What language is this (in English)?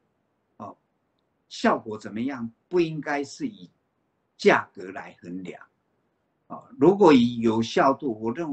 Chinese